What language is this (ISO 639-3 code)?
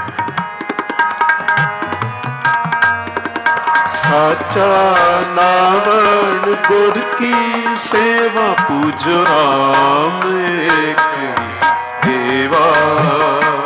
hin